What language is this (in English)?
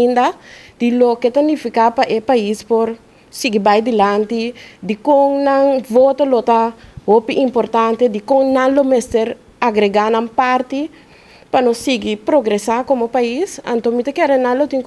Papiamento